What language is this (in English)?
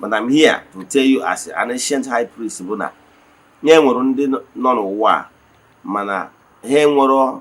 Igbo